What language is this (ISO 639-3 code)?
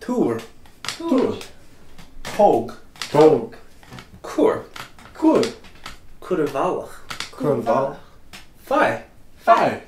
gle